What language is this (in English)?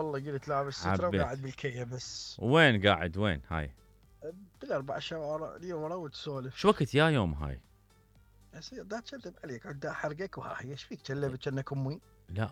Mesopotamian Arabic